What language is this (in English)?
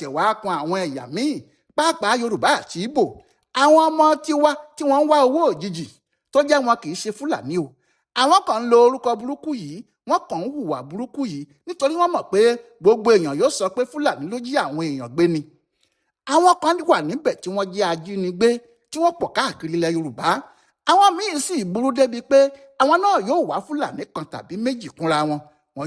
Yoruba